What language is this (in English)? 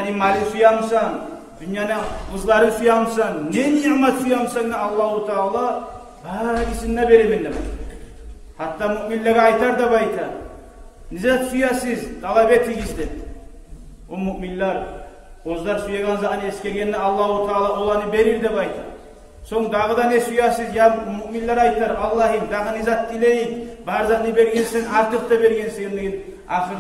Kumyk